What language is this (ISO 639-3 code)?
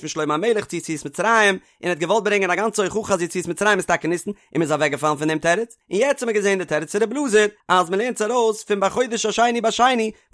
yid